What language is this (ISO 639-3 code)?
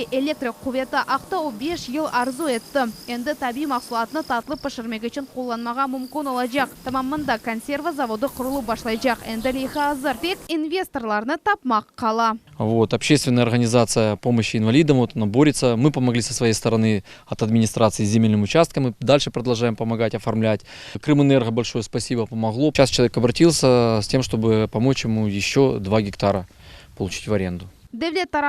crh